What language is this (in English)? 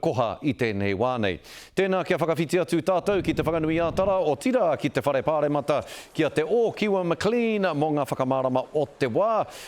Māori